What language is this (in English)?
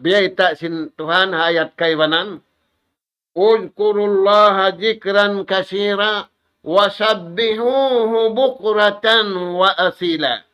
Tausug